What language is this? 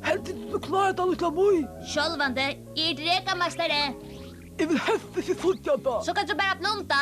Faroese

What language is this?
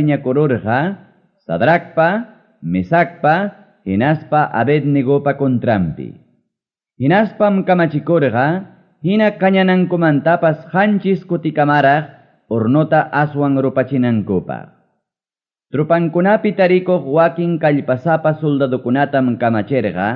Ayacucho Quechua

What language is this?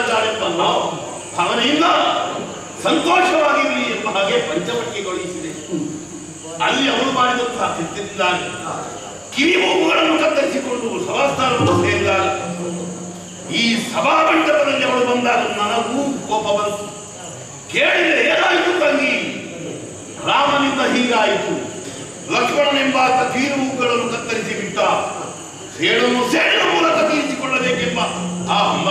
Kannada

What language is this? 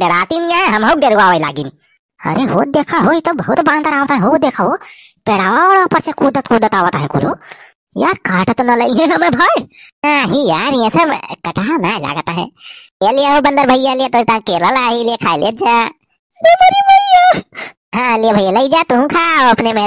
Awadhi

